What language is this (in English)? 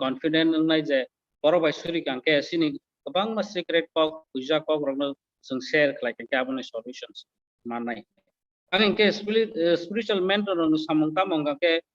Kok Borok